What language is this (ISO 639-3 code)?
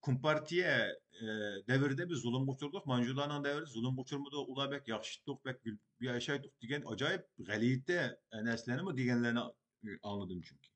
uig